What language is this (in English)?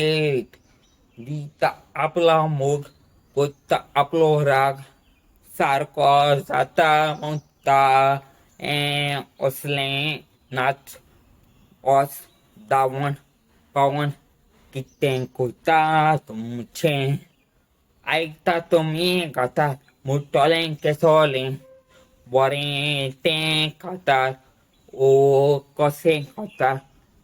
Konkani